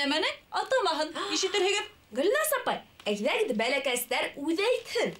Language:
Bashkir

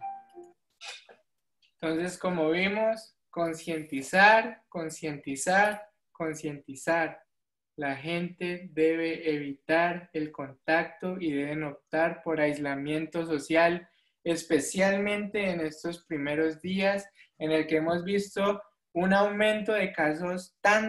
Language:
Spanish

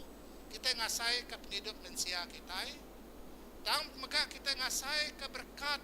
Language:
Iban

